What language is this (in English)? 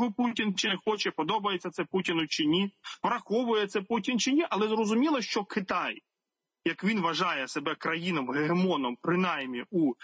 Ukrainian